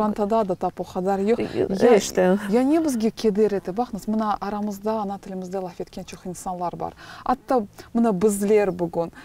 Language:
Crimean Tatar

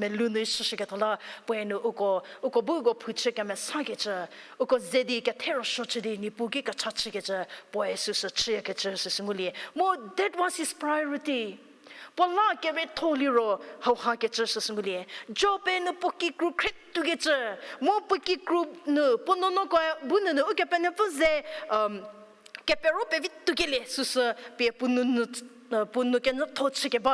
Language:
Angami Naga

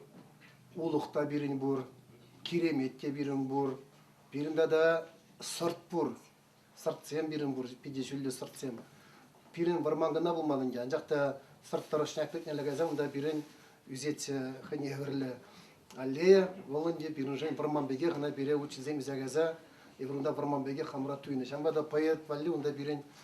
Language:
Chuvash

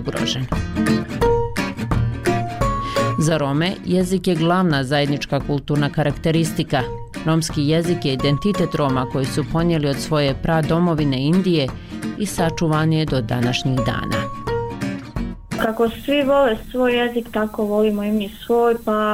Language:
Bosnian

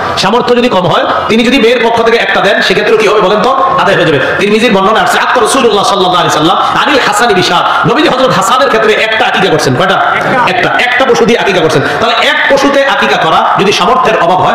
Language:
Bangla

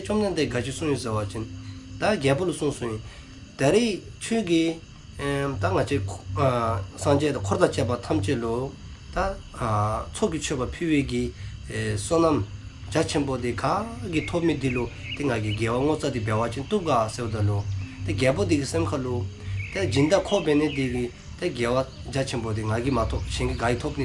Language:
Dzongkha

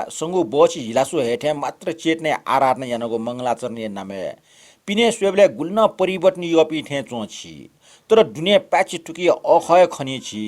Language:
Newari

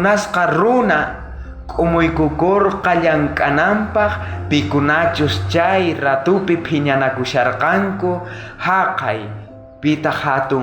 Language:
South Bolivian Quechua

